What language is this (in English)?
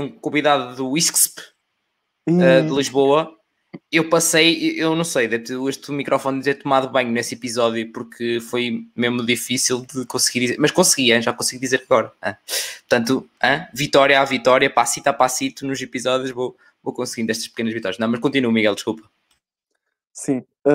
Portuguese